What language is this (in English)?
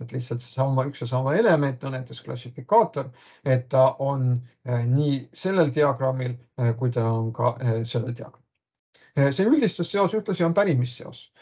Estonian